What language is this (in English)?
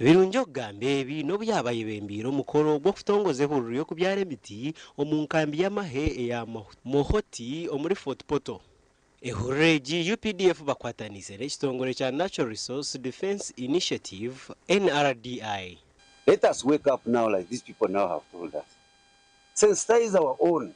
Nyankole